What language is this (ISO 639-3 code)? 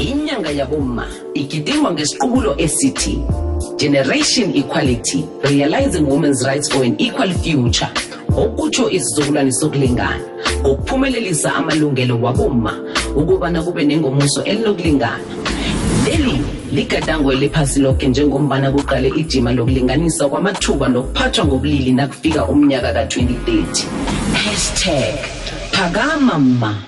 nbl